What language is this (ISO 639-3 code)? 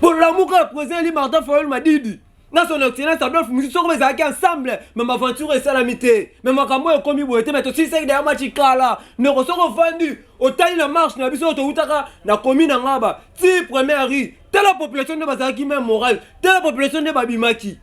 lin